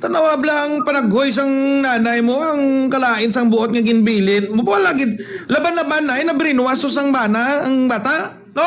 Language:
Hiligaynon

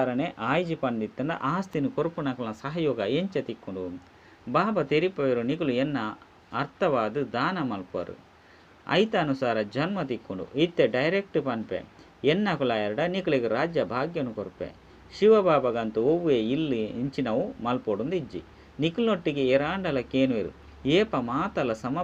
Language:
Tulu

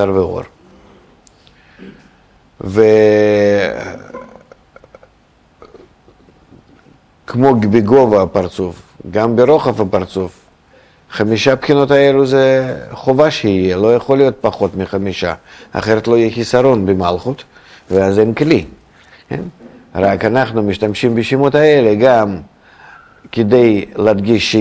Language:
Hebrew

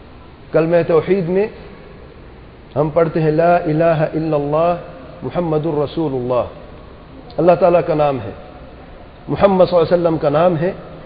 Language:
Urdu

